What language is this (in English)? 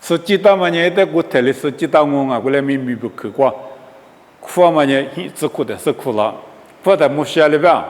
Lisu